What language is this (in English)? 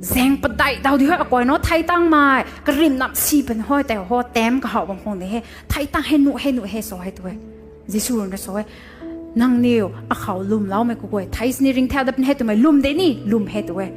Rongmei Naga